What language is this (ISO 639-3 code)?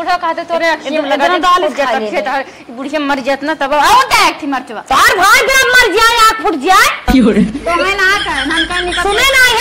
awa